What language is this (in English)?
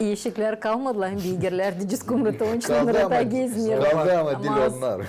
Gagauz